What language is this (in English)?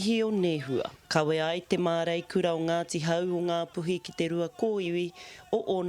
Māori